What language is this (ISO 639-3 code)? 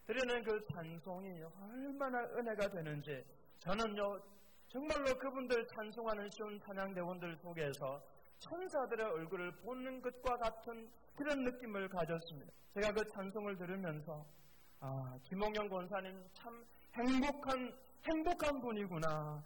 kor